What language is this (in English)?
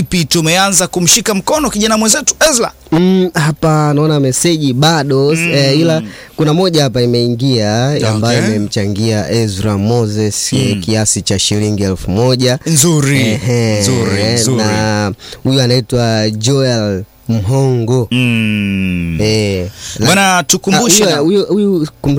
Swahili